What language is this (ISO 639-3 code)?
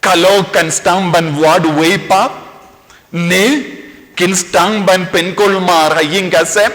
kha